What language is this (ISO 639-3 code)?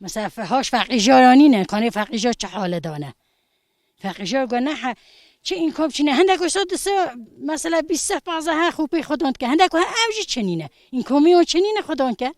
kur